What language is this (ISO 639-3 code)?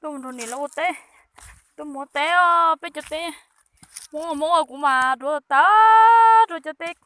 hmn